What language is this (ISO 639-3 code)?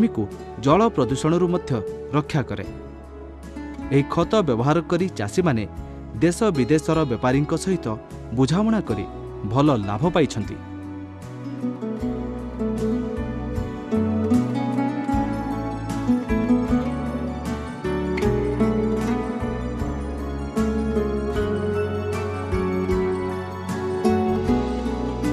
ori